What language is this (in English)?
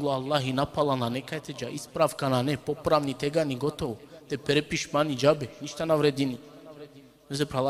Balkan Romani